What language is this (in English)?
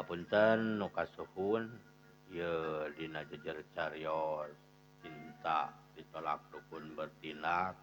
Sundanese